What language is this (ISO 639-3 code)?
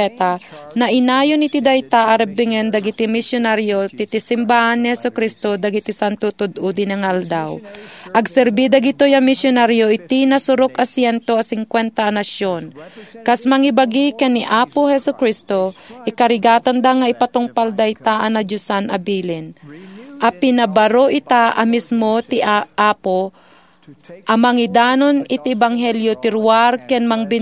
ilo